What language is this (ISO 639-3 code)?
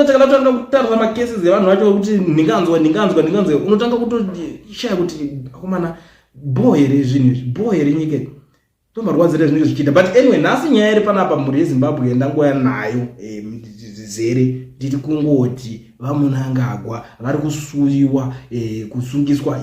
sna